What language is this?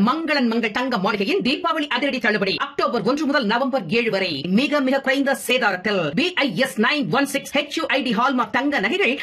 Tamil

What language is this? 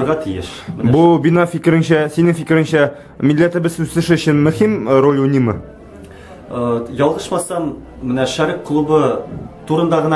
Tatar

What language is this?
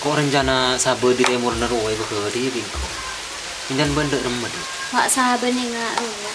Madurese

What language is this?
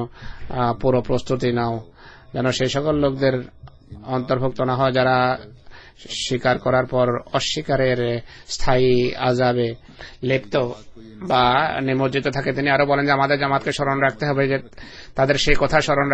Bangla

